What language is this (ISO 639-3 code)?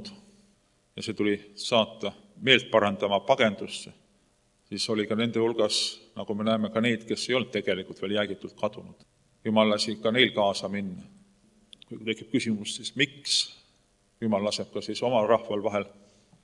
est